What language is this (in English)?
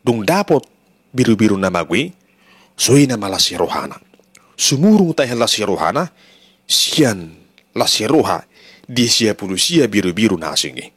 Batak Toba